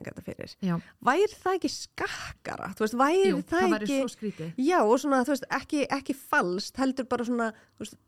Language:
Icelandic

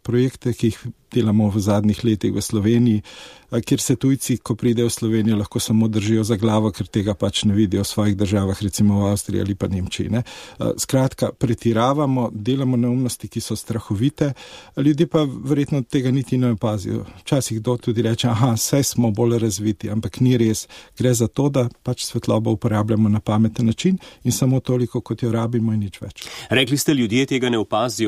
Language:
Slovenian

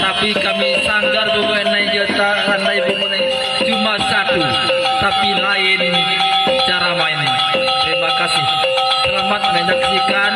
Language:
Minangkabau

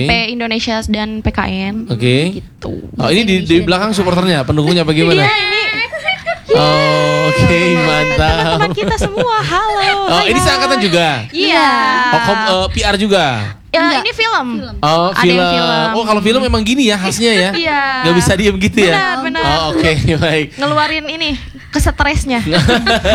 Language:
Indonesian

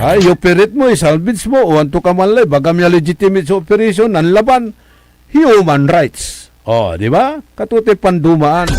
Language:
Pangasinan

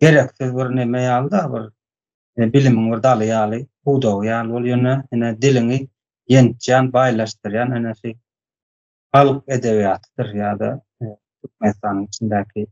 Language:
Turkmen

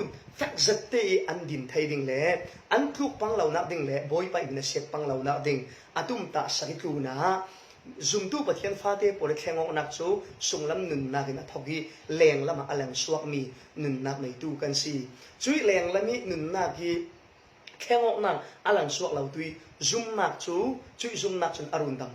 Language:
Falam Chin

